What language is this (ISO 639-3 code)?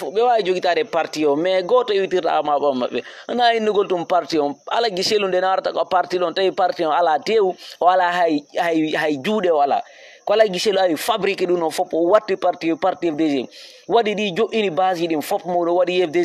ful